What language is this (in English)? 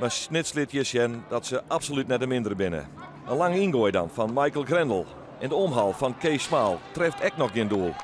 Western Frisian